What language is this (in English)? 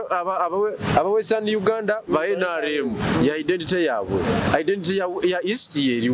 Ganda